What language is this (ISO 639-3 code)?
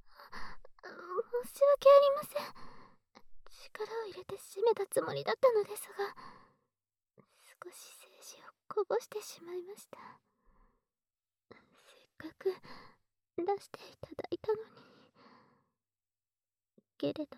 jpn